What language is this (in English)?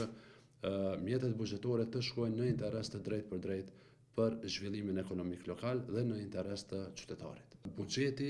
Albanian